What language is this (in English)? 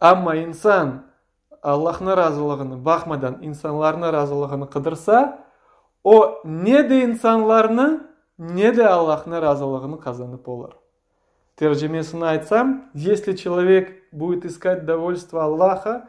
Crimean Tatar